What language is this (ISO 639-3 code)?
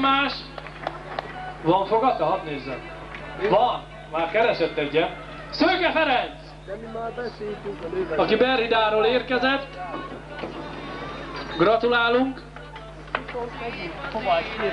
hun